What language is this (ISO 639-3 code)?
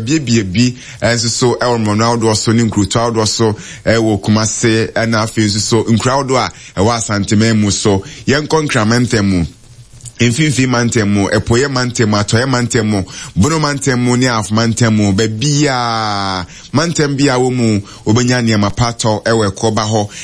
aka